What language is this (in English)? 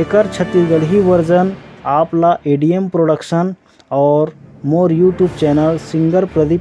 Chhattisgarhi